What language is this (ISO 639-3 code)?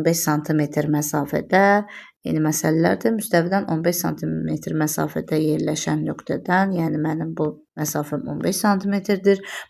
aze